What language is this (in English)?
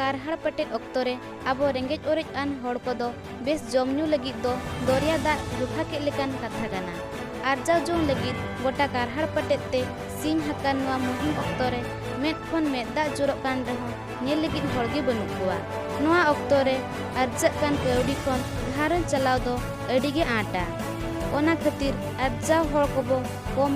Santali